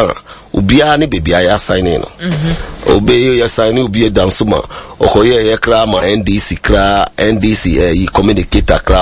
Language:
Akan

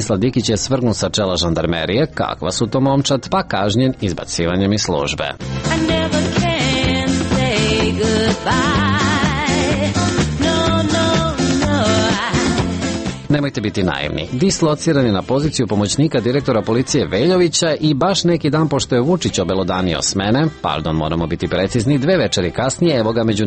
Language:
Serbian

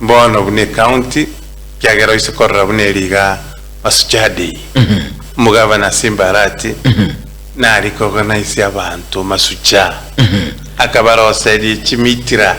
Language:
Gusii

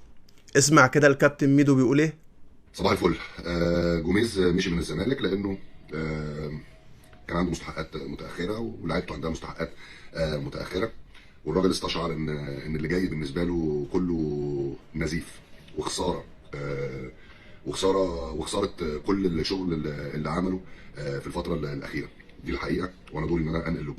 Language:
Egyptian Arabic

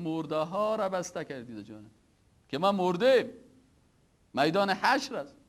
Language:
Persian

